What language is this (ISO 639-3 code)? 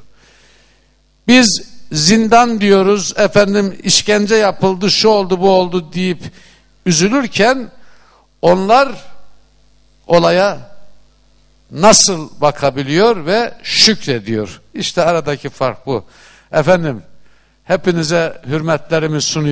tur